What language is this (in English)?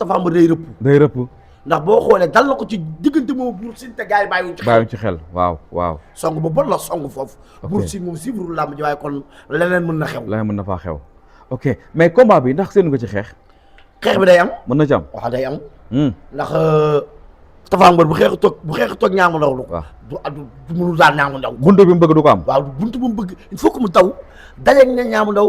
Wolof